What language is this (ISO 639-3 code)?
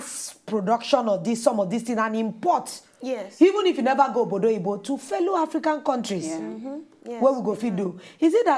pcm